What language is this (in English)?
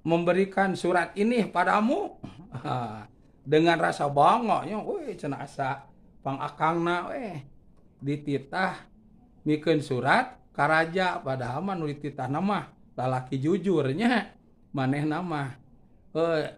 Sundanese